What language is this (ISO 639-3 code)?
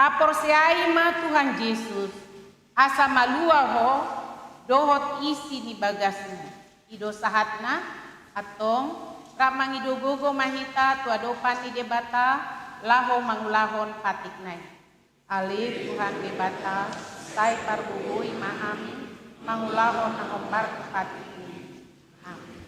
bbc